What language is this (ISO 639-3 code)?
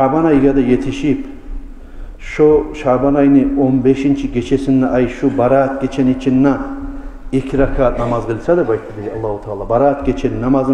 kum